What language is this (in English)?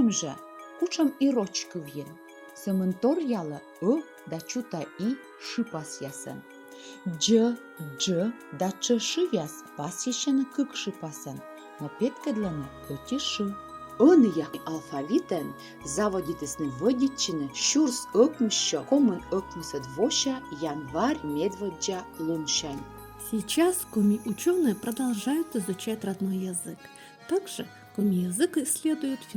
Komi